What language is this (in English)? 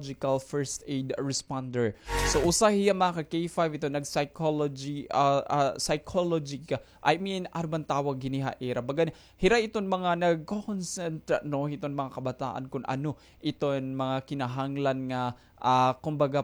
Waray